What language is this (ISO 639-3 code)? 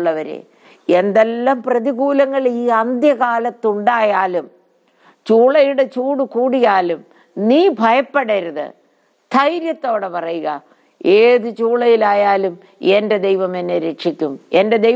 mal